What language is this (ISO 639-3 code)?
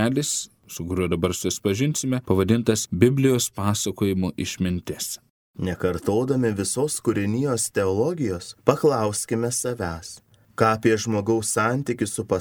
lit